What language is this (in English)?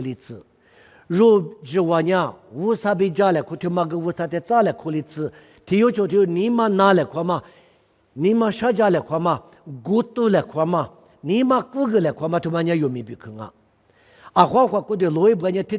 Lisu